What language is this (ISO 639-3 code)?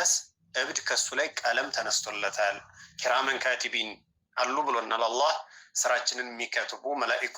amh